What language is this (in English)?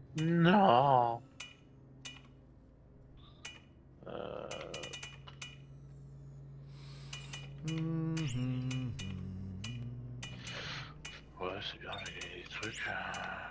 French